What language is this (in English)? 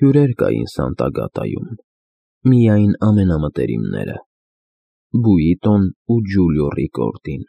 Armenian